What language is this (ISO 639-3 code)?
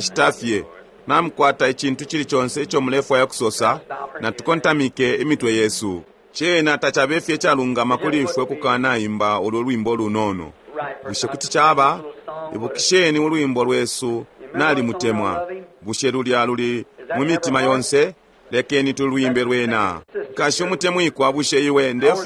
bem